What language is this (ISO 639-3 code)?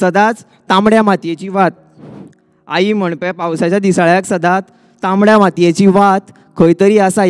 kok